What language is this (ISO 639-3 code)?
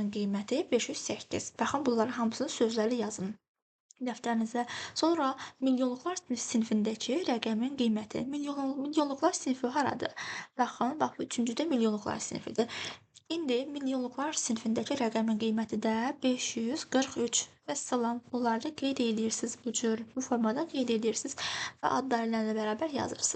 aze